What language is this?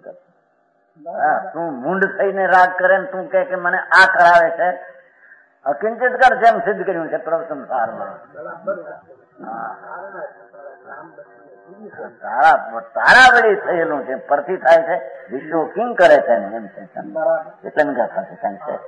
Gujarati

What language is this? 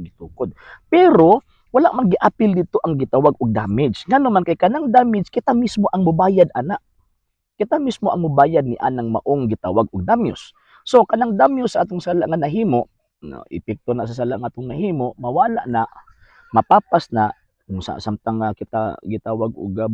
Cebuano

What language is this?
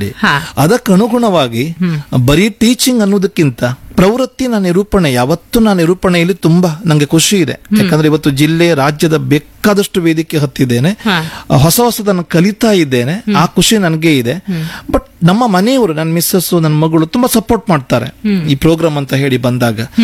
Kannada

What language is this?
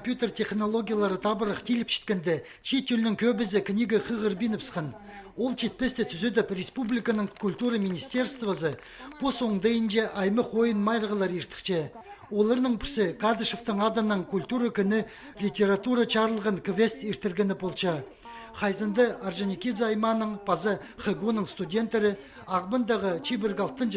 Khakas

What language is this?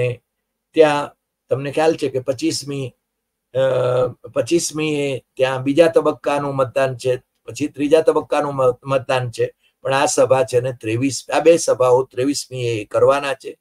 Gujarati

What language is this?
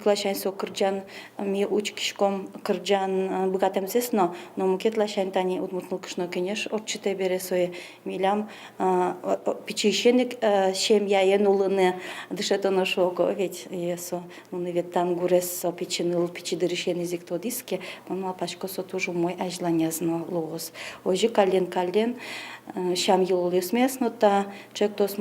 Udmurt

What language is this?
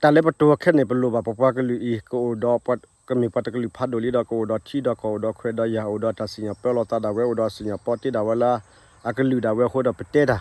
S'gaw Karen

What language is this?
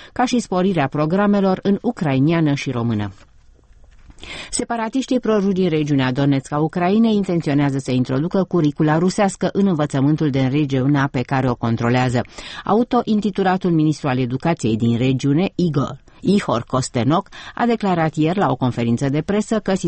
Romanian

